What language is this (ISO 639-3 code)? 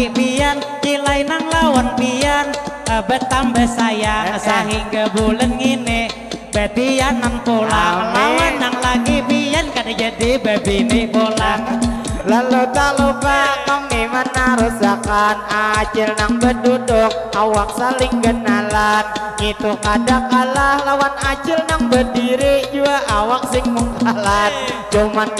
bjn